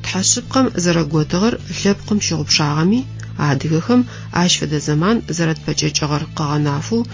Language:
Adyghe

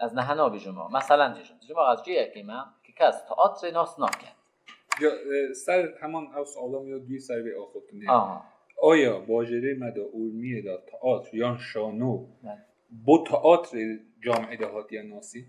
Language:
Kurdish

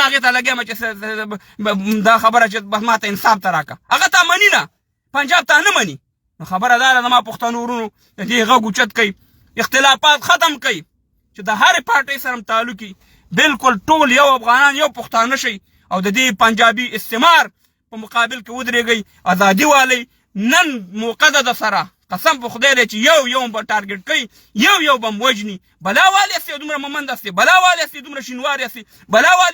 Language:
Pashto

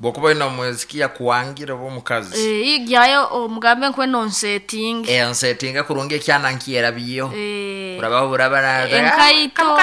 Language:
Nyankole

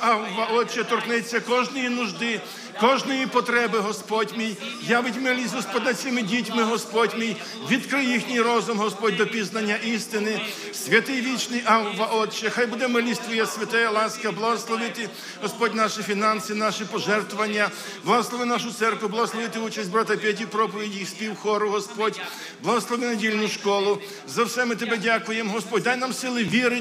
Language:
Ukrainian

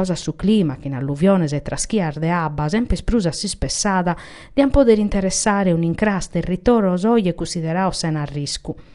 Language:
Sardinian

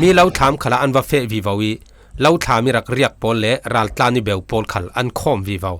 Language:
Falam Chin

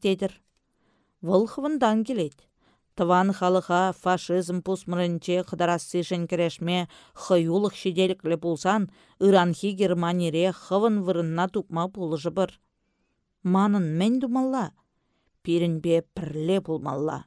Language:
Chuvash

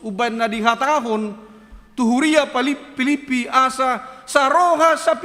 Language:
Batak Toba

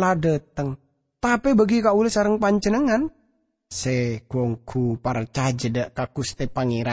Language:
Madurese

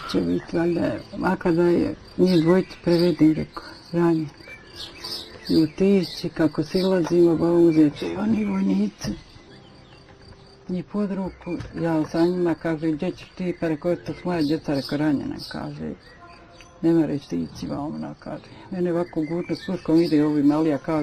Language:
Bosnian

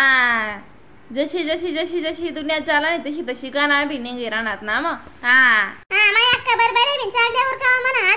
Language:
Khandesi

